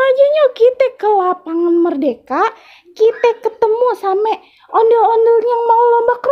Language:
Betawi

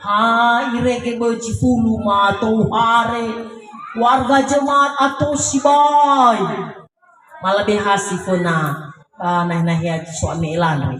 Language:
Nias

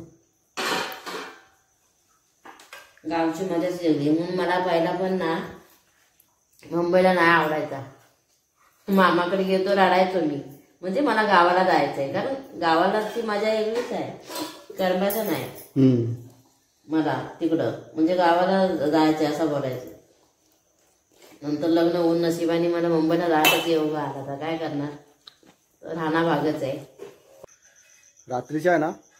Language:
Marathi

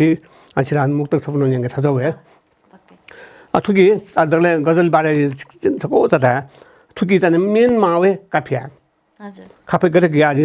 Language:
Newari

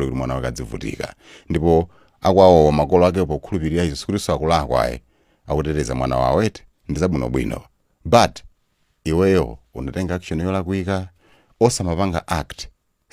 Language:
Nyanja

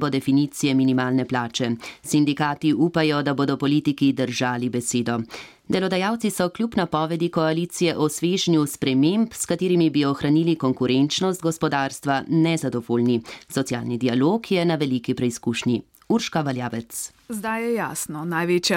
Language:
Slovenian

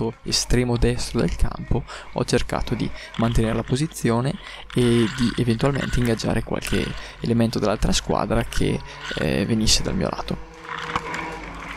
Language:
Italian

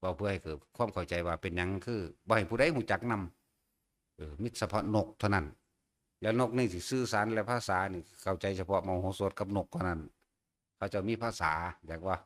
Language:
Northeastern Thai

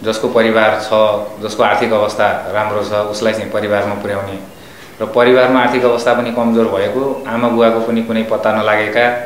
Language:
Nepali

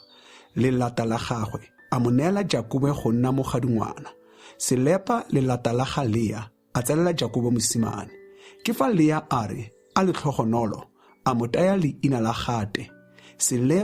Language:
Tswana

